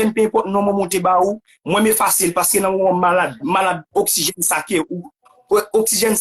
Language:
Haitian Creole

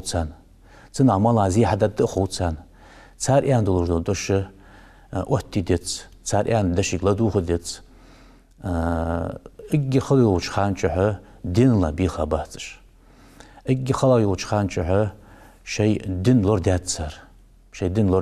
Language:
Ingush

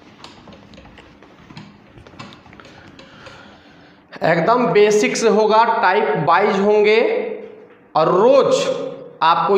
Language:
Hindi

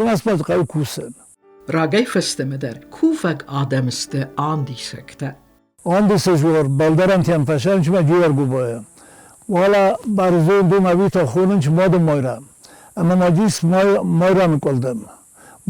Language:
Ossetic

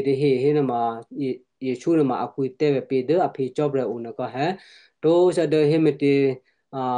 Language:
Western Kayah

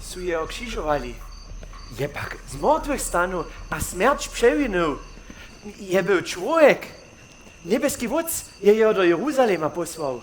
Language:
Upper Sorbian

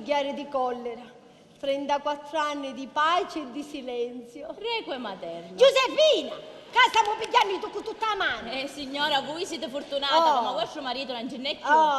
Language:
Sicilian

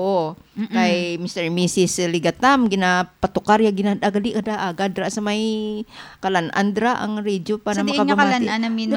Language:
Hiligaynon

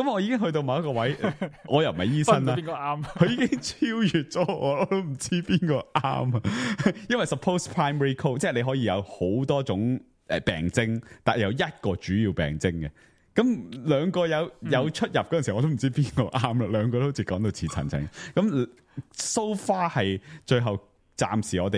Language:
Cantonese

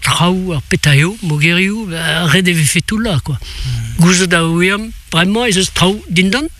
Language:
Breton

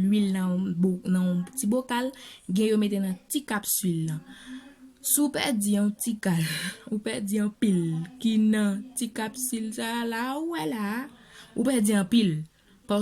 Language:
Haitian Creole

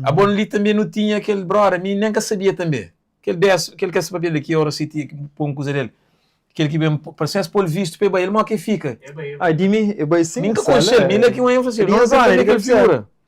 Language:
Kabuverdianu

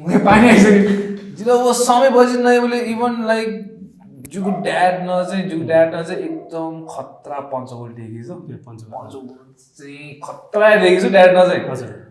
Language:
Newari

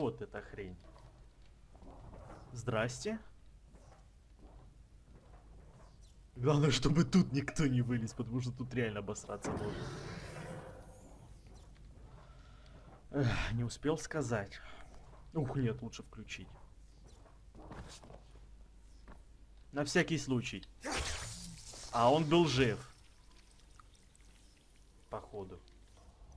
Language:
Russian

